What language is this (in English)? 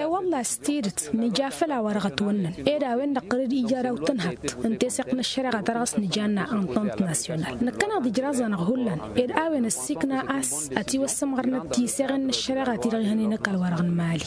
Tamasheq